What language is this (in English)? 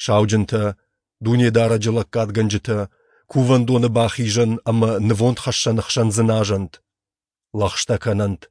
Ossetic